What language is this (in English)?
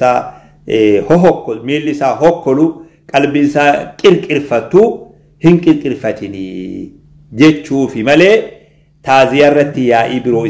Oromo